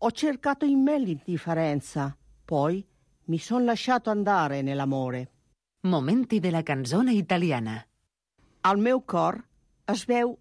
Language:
Italian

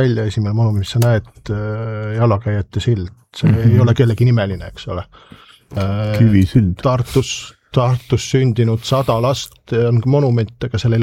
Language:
Estonian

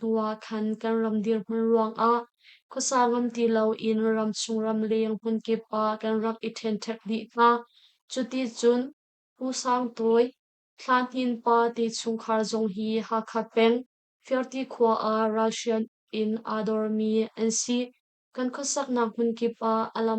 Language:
Hakha Chin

